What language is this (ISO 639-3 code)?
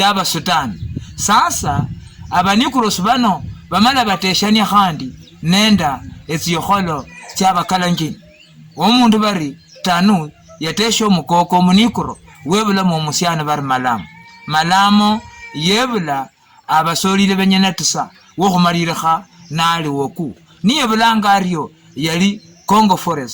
luy